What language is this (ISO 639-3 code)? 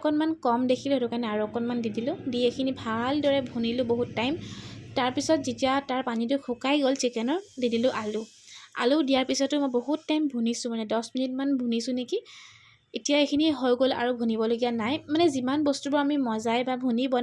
asm